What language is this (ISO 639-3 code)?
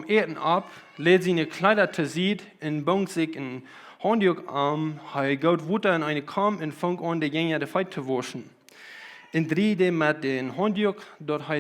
pdt